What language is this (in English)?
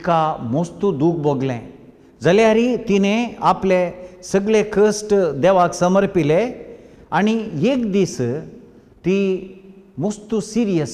Konkani